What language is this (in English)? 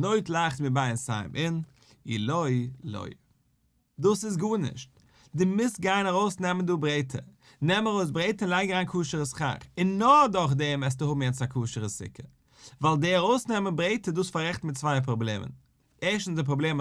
Yiddish